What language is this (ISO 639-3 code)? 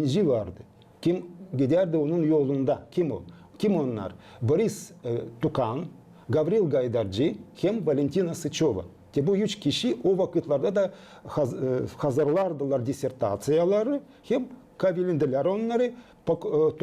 gag